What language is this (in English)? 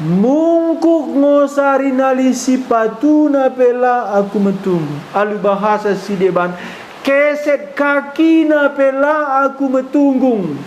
Batak Karo